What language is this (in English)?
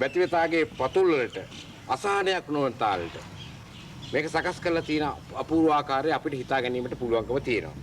Sinhala